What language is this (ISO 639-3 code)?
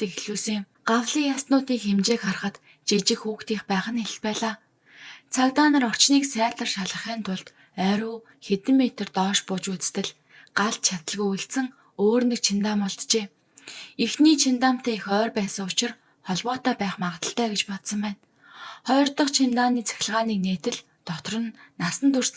mon